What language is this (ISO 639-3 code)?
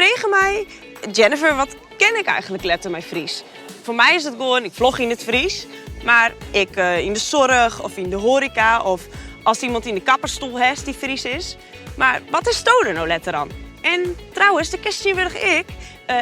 fry